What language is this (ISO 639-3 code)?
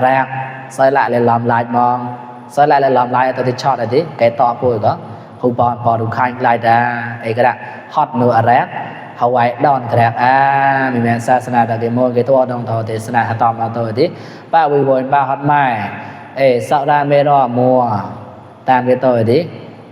mnw